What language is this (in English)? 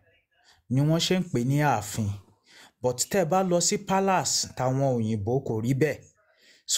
Yoruba